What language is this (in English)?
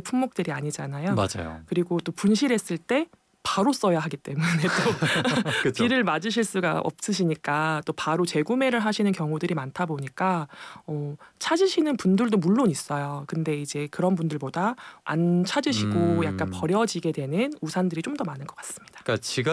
Korean